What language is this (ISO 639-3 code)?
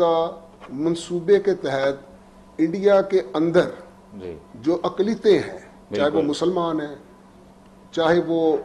urd